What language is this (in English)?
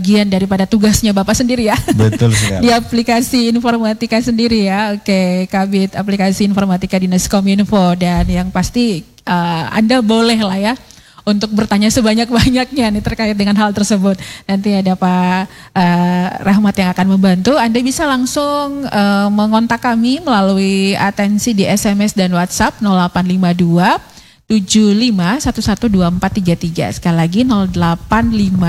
Indonesian